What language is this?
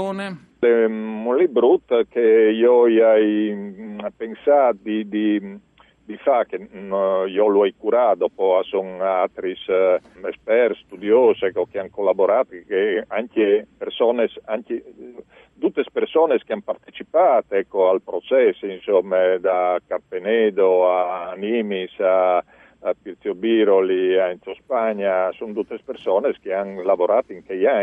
Friulian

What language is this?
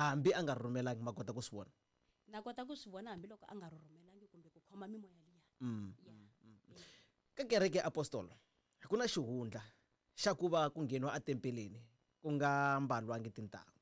Tsonga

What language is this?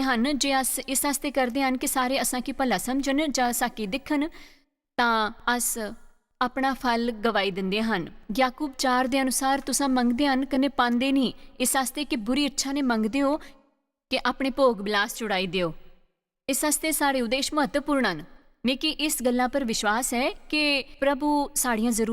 Dogri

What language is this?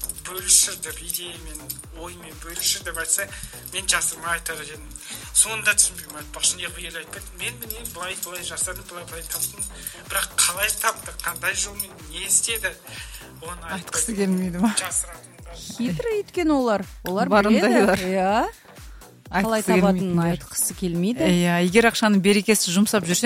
Kazakh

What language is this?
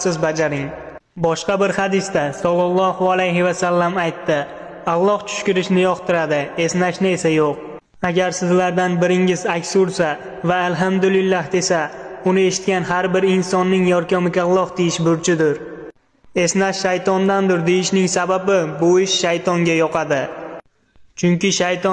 Uzbek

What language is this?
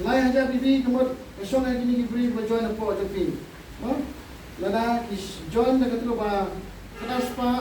Khasi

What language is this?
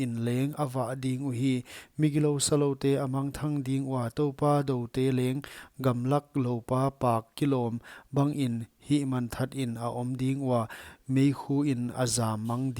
Paite Chin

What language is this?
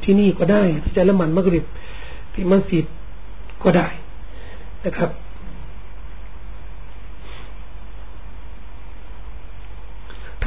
Thai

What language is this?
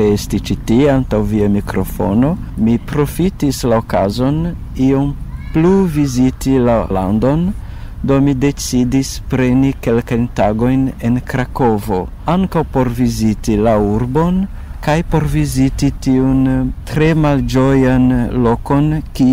Esperanto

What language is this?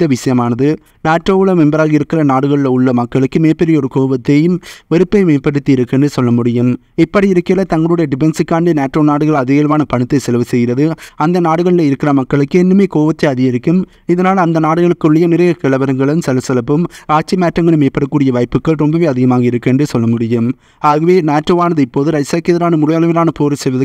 Tamil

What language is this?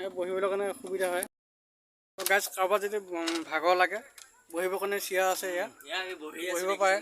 Assamese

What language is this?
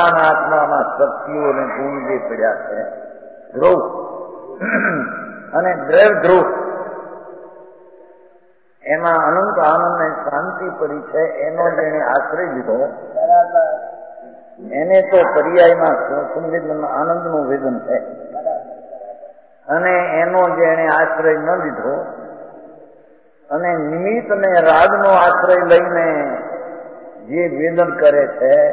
Gujarati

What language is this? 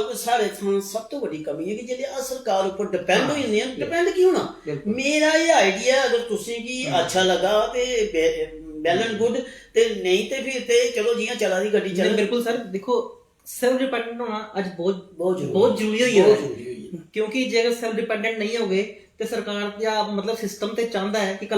Dogri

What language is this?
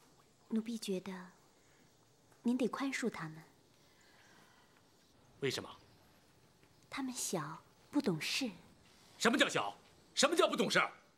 Chinese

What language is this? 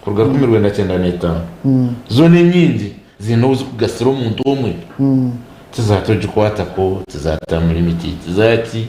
Nyankole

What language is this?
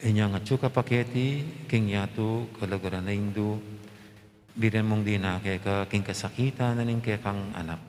Pampanga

